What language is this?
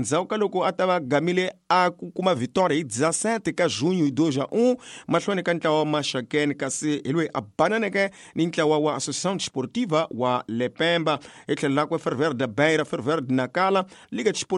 Tsonga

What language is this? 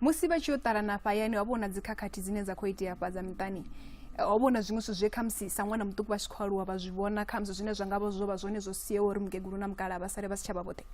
Venda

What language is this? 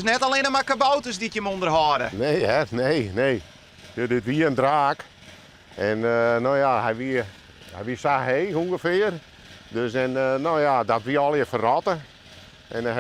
Western Frisian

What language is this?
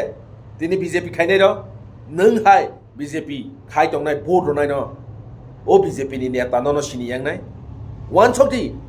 Kok Borok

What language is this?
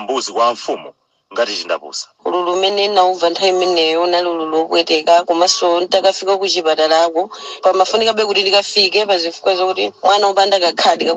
Nyanja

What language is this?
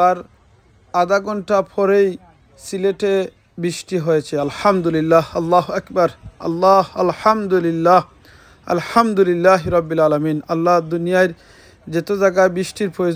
Sylheti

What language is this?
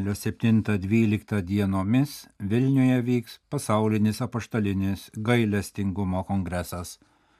Lithuanian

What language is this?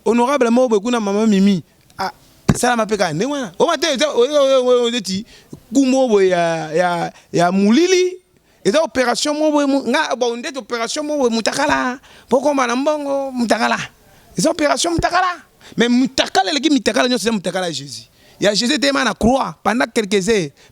Lingala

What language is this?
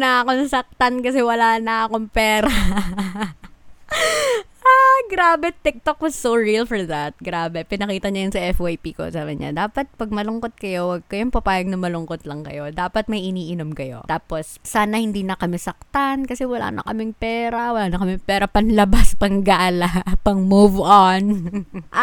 Filipino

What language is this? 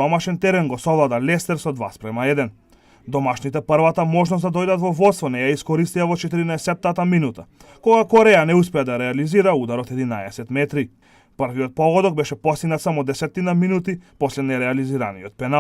Macedonian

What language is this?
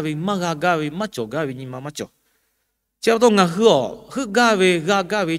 Lahu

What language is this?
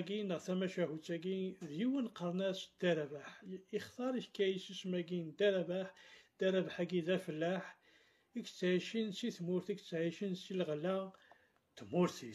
Kabyle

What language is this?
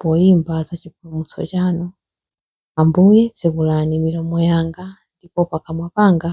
Nyanja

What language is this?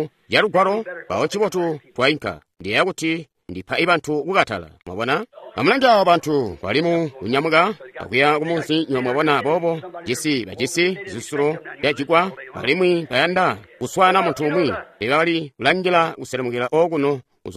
Tonga (Zambia)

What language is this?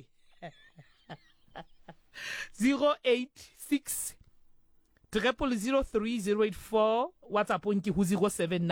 Southern Sotho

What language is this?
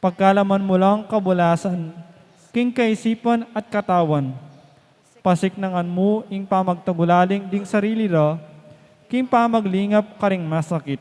Pampanga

